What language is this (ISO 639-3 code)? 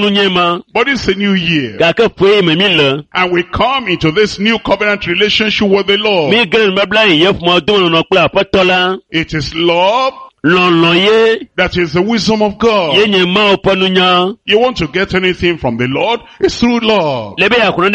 ewe